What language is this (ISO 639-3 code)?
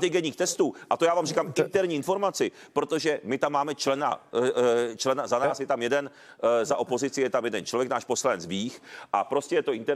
ces